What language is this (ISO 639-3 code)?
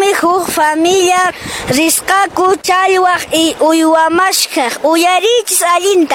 que